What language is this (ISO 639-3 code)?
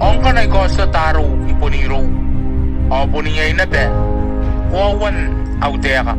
gil